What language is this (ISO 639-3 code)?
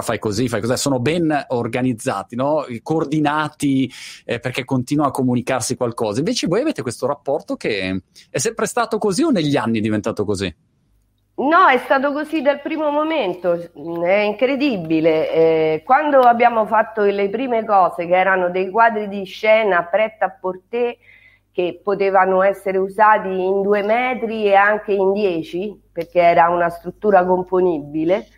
ita